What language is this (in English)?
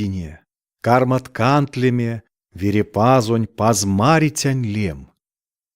Erzya